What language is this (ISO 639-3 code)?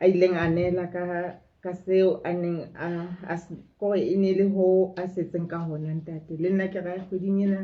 sot